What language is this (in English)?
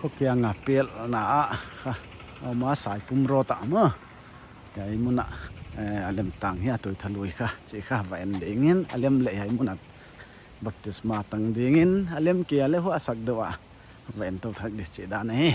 Paite Chin